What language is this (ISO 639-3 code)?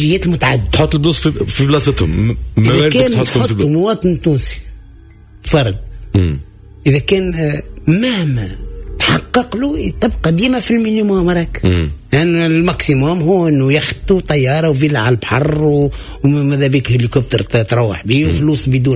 aeb